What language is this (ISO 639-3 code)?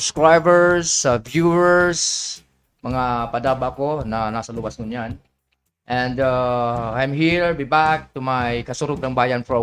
bik